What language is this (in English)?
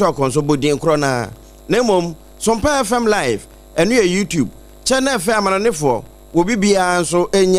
Akan